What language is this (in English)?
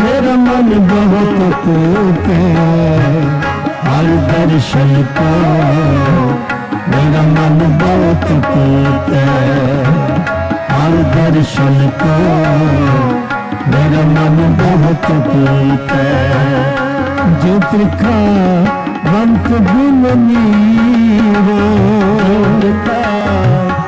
Punjabi